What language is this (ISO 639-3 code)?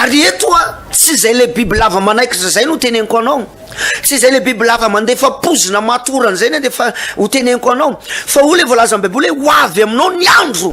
mlg